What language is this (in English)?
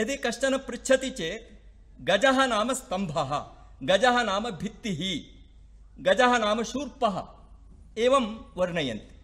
Sanskrit